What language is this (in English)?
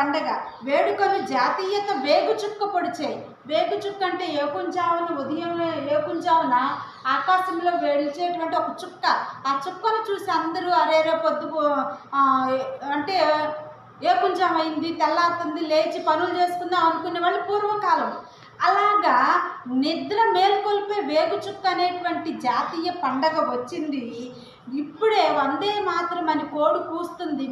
Telugu